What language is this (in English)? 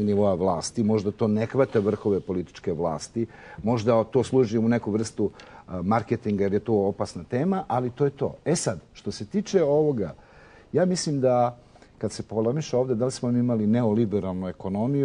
Serbian